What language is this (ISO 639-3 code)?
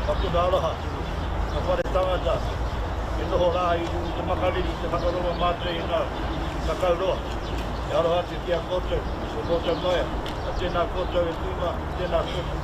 mri